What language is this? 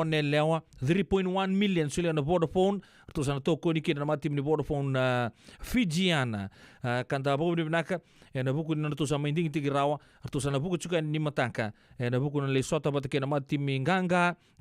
Fijian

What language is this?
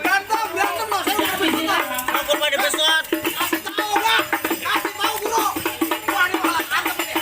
Betawi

